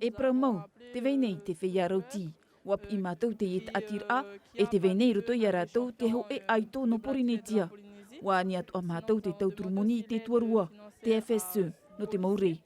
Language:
Tahitian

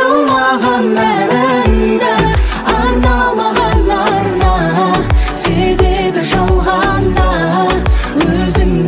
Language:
Kazakh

